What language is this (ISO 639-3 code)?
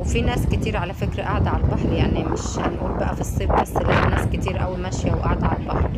arz